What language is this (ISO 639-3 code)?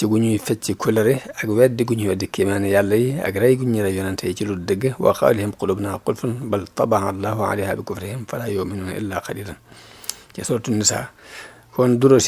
wol